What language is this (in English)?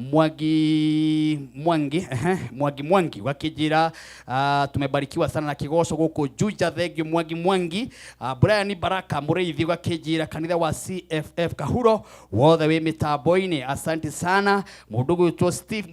Kikuyu